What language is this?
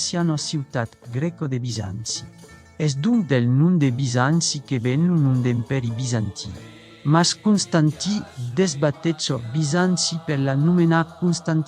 Occitan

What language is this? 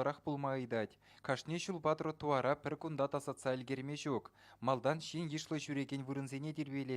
Chuvash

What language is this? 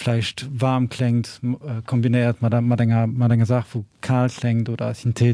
Luxembourgish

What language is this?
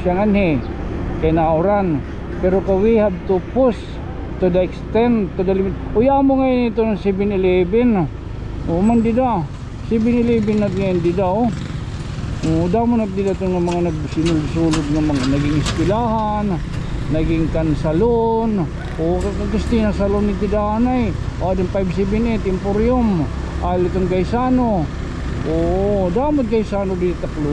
Waray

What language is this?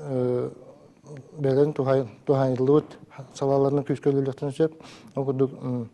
Yakut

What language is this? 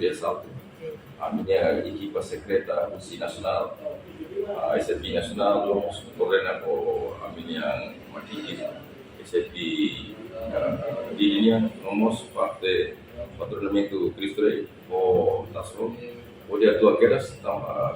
Tetum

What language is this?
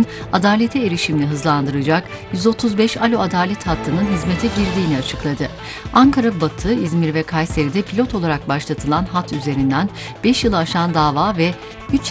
Turkish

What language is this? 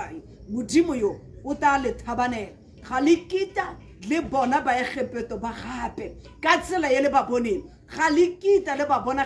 Tswana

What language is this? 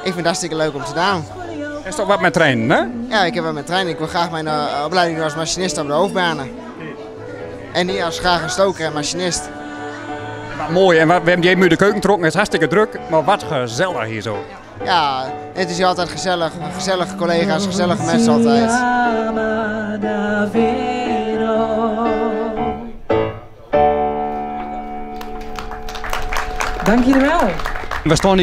Dutch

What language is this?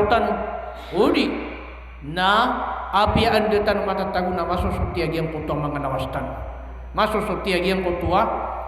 Maranao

